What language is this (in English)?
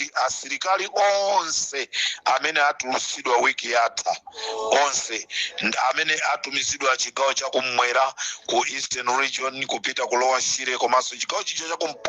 Nyanja